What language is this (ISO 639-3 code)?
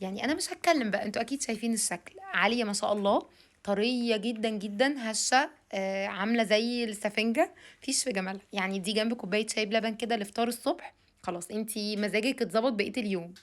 arz